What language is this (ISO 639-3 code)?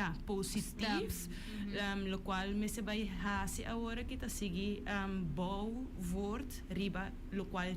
pap